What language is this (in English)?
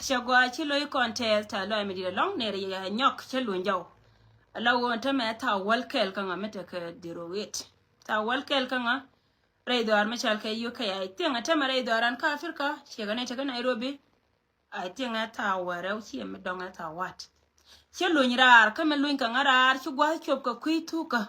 Nuer